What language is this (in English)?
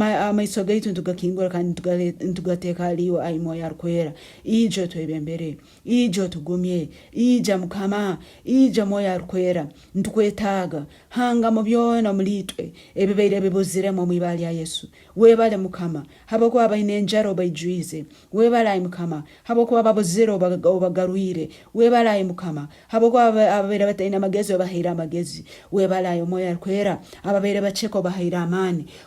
Nyankole